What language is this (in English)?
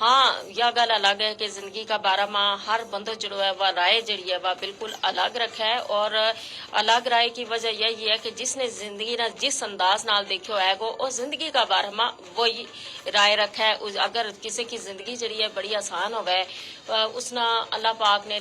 Gujari